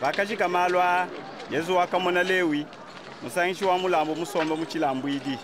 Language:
Luba-Lulua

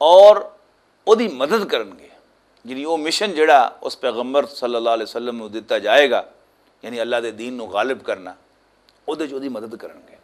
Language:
Western Panjabi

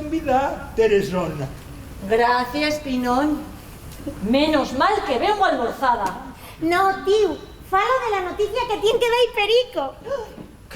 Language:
Asturian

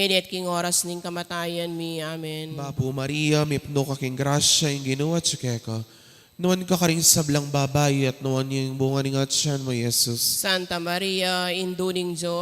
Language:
Pampanga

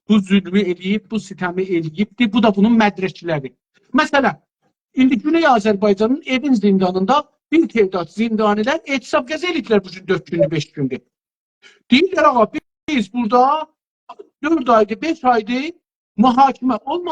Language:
South Azerbaijani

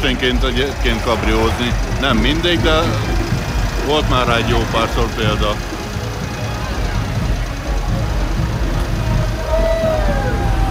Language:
Hungarian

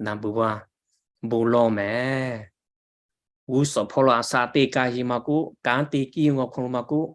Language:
Lahu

